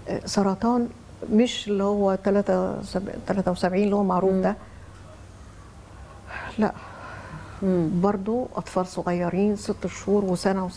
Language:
Egyptian Arabic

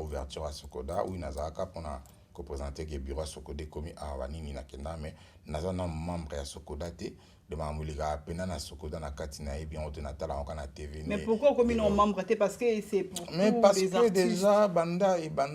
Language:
Lingala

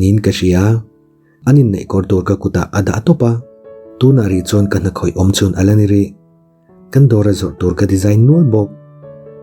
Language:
Mizo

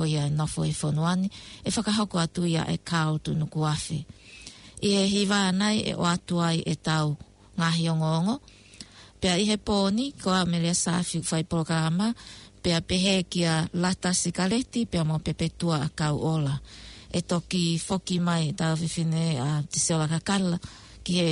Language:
Tongan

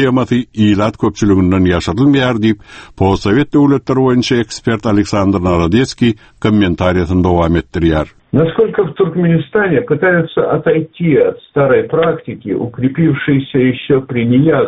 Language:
Kyrgyz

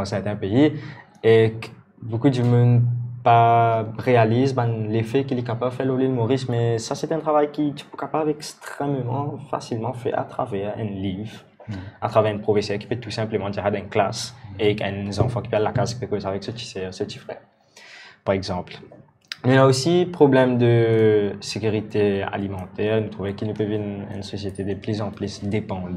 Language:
Morisyen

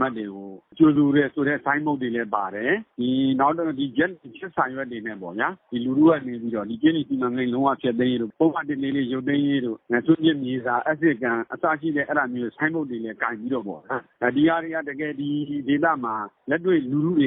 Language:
Burmese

